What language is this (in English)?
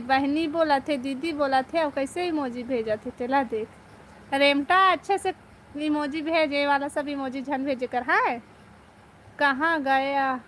Chhattisgarhi